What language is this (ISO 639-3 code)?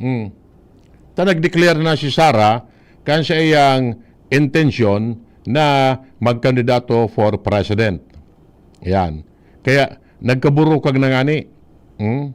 bik